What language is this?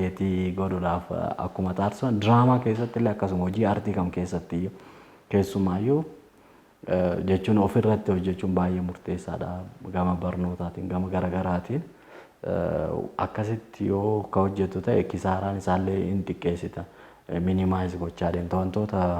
Oromo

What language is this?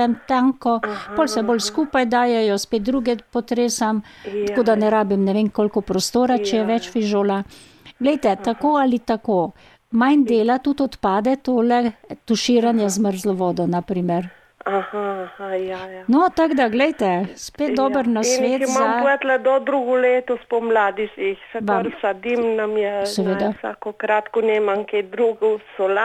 Slovenian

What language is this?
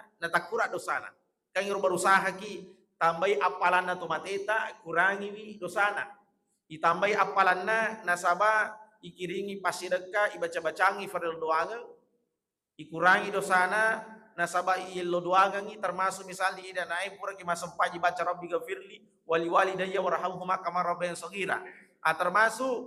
Buginese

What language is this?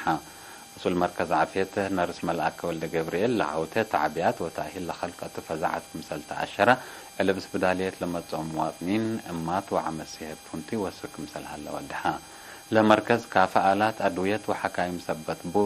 Tigre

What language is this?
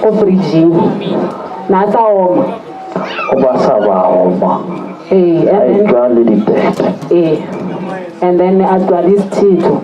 Northern Sotho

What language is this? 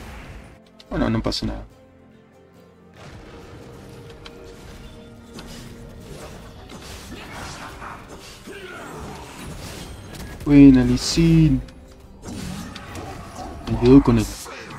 Spanish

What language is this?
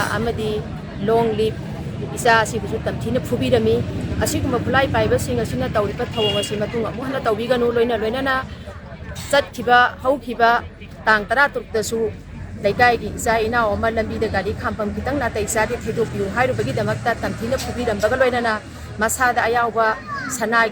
Manipuri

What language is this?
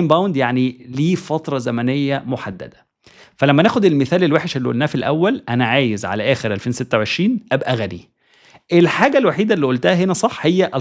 Egyptian Arabic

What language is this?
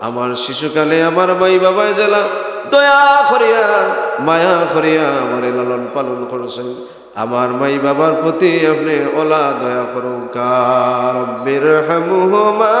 Sylheti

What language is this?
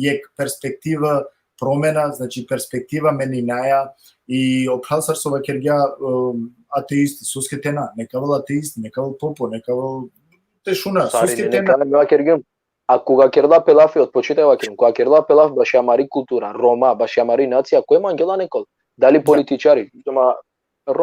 Balkan Romani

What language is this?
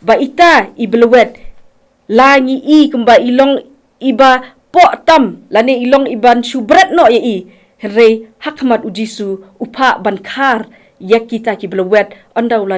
Khasi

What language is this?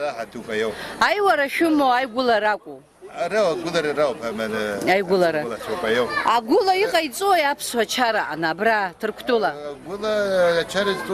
Abkhazian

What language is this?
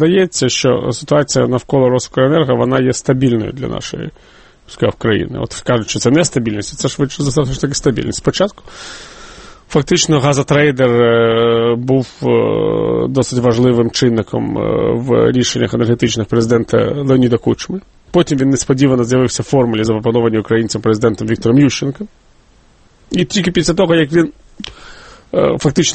Ukrainian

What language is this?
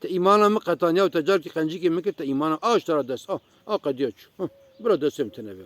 Kurdish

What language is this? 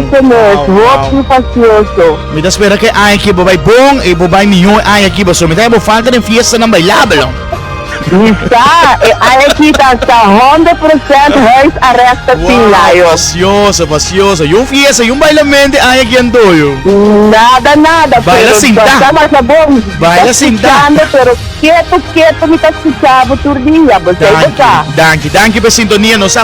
Papiamento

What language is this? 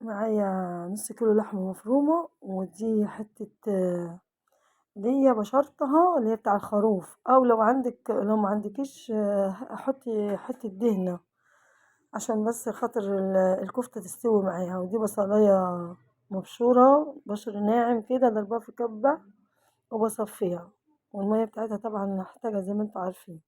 Egyptian Arabic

